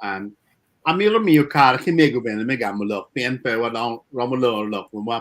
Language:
Acoli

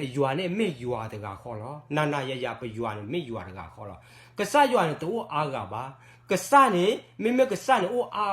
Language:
S'gaw Karen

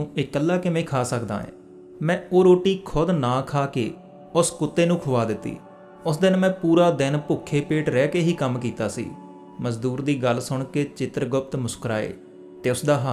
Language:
Punjabi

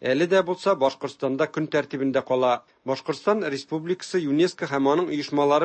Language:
Tatar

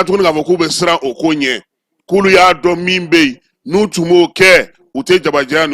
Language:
Bambara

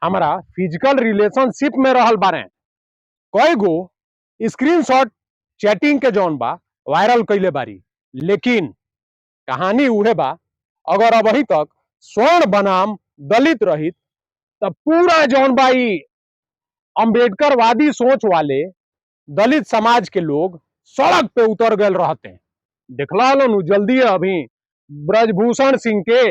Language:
Bhojpuri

